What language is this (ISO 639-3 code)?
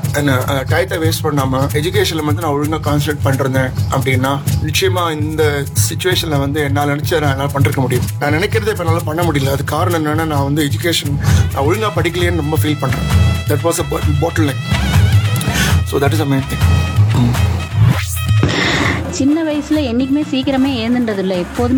tam